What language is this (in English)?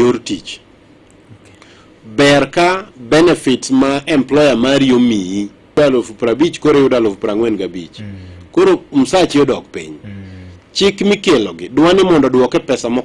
Luo (Kenya and Tanzania)